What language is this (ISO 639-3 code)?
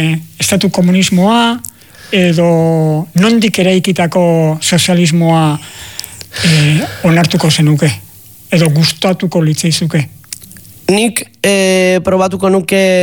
eus